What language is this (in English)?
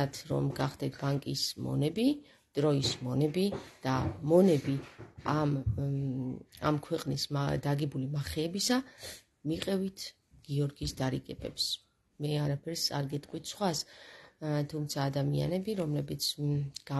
Georgian